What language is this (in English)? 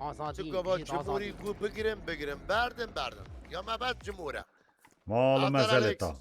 Kurdish